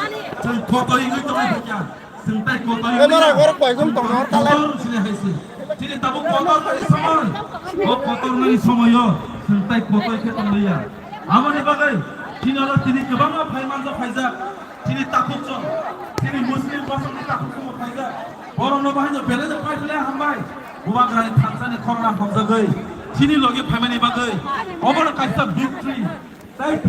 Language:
Kok Borok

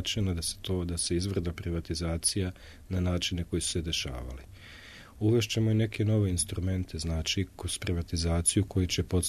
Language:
Serbian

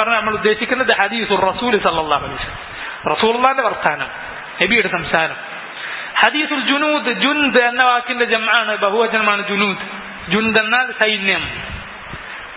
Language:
Malayalam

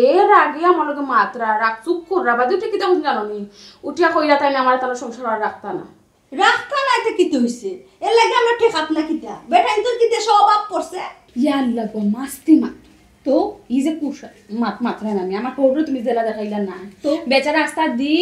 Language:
Sylheti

